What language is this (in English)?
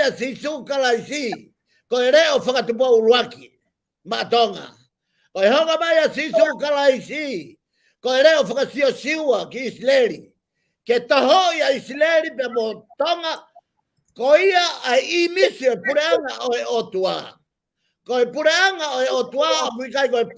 Tongan